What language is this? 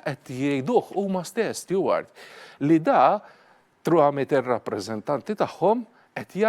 Maltese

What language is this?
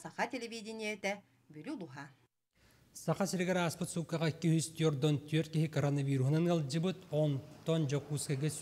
Yakut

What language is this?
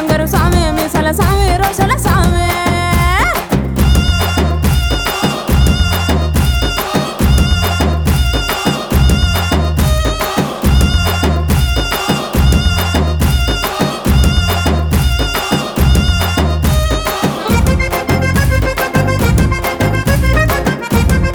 Telugu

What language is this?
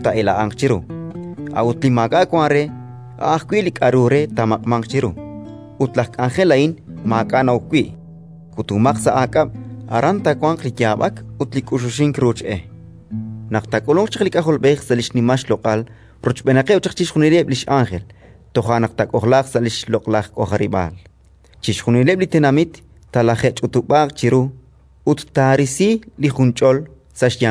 Kekchí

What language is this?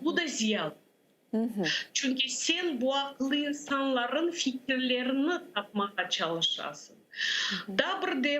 Crimean Tatar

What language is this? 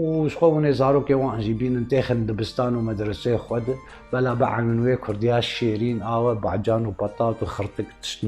Kurdish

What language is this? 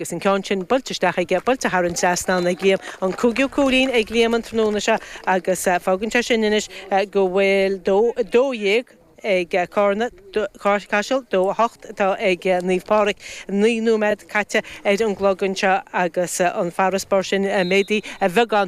Irish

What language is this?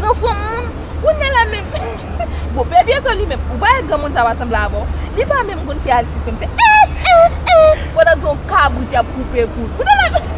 Haitian Creole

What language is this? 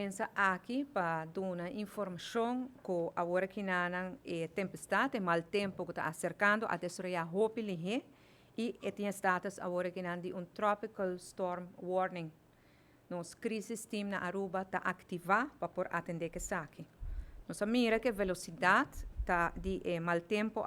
Papiamento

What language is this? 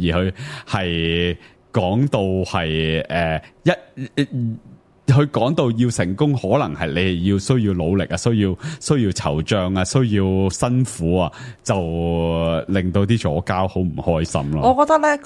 Cantonese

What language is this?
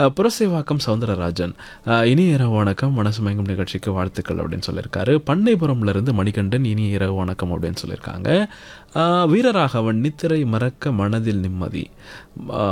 Tamil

